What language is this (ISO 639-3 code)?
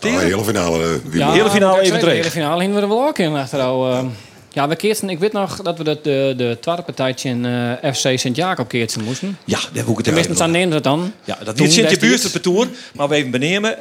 fry